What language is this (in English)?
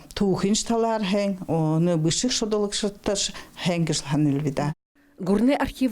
Buriat